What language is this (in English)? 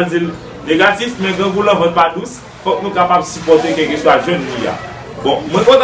Haitian Creole